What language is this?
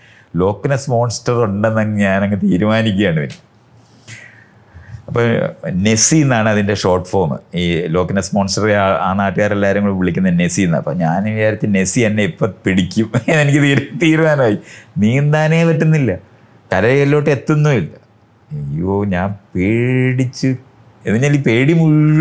Malayalam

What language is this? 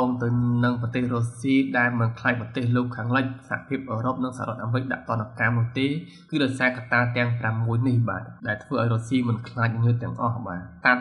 Khmer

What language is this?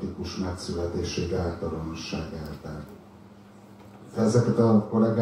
Hungarian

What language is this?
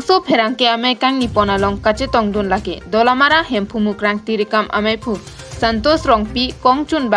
Karbi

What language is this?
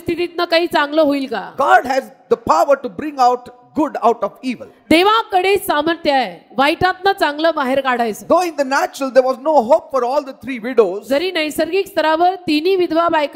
Marathi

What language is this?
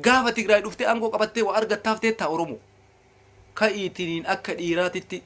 Oromo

